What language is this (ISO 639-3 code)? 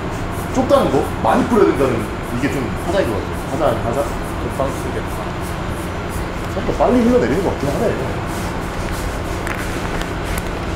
kor